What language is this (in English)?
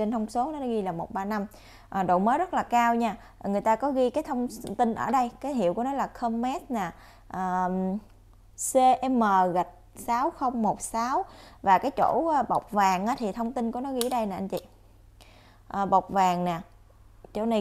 Vietnamese